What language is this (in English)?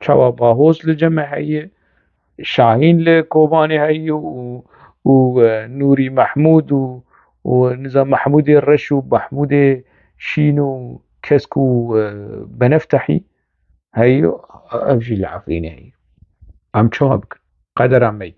Kurdish